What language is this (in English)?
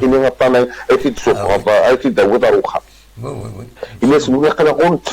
Kabyle